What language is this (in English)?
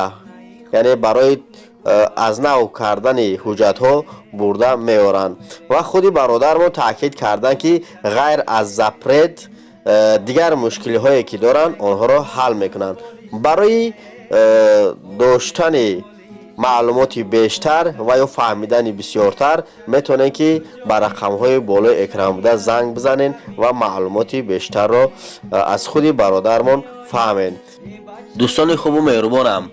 Tajik